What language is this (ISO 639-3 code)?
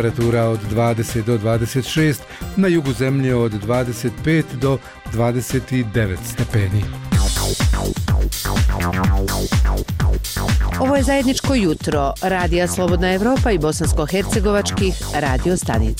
bos